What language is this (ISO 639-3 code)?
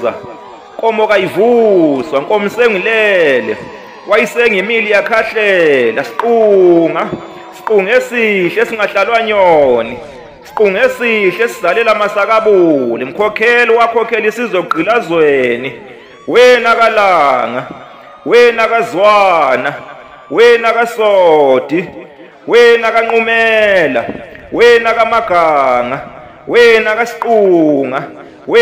zul